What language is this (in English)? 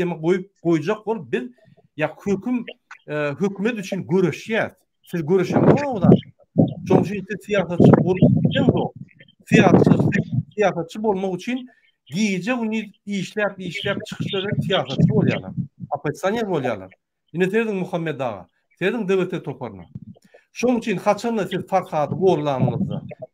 Turkmen